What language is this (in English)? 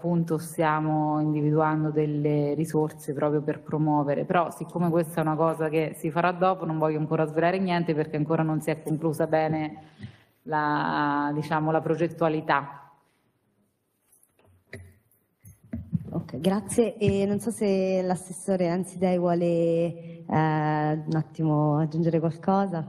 Italian